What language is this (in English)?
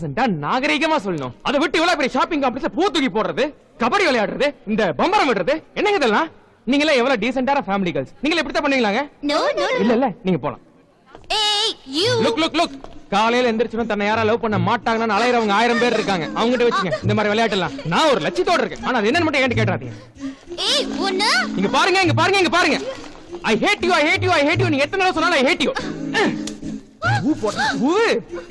Tamil